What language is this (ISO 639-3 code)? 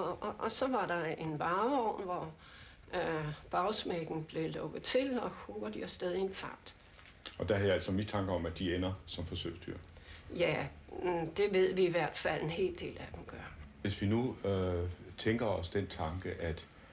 dan